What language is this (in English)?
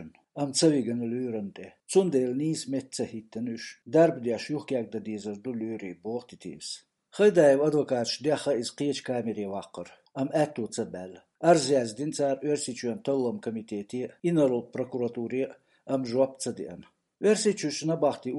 Chechen